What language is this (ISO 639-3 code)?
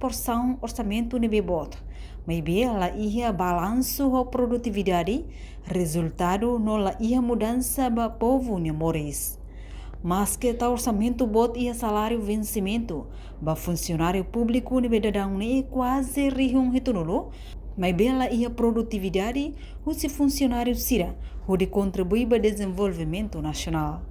tet